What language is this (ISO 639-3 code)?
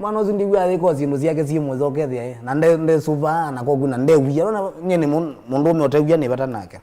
kam